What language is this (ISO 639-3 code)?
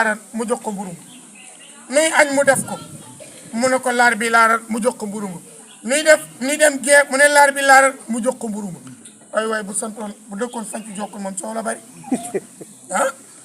wol